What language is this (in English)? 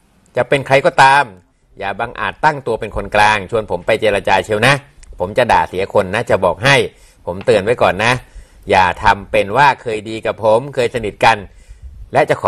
Thai